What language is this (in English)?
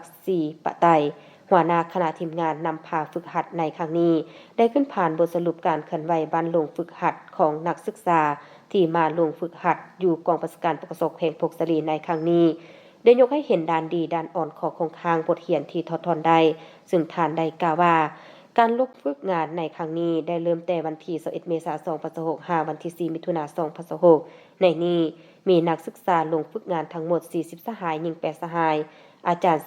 Lao